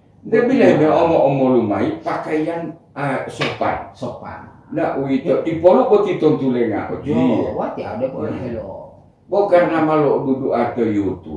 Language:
Gorontalo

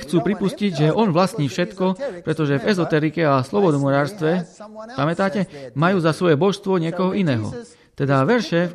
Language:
Slovak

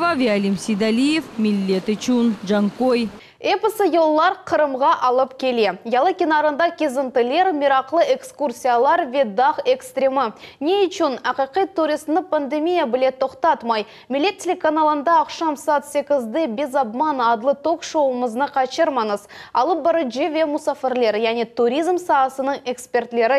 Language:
Crimean Tatar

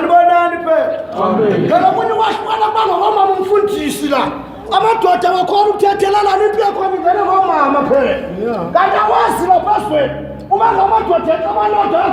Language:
Zulu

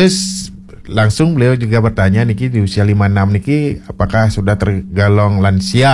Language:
Balinese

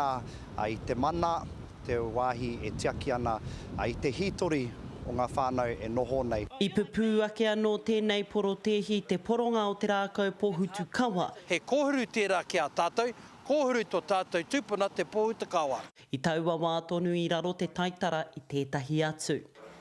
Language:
Māori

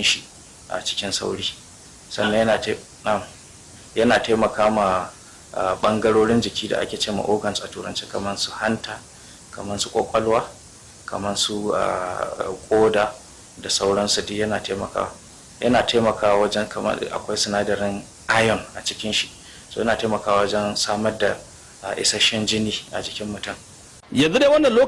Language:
Hausa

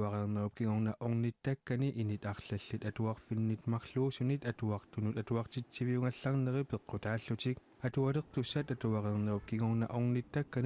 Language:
Kalaallisut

